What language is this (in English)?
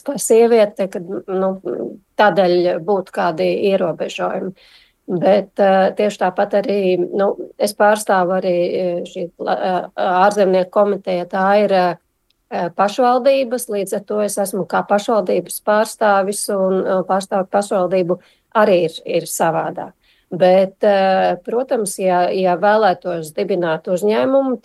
Latvian